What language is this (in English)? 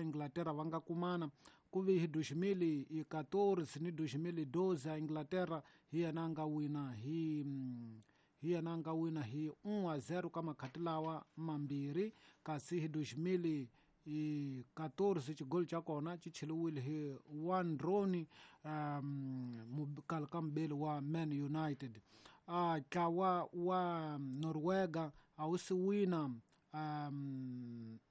Tsonga